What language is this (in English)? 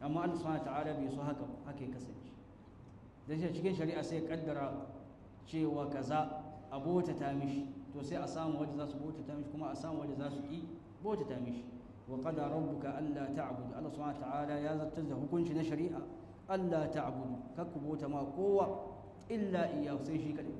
Hausa